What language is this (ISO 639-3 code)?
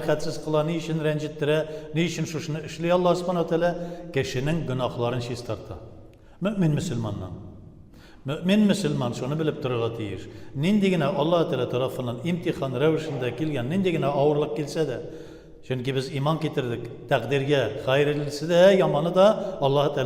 tat